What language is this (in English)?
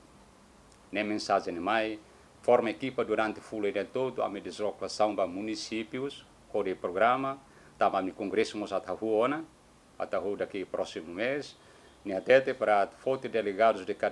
Tetum